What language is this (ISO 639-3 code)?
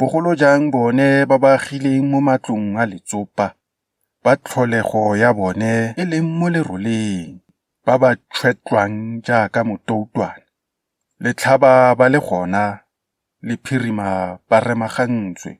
tsn